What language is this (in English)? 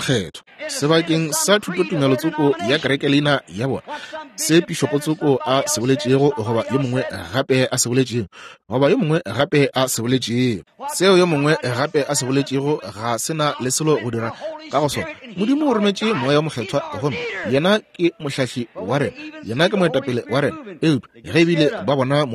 Northern Sotho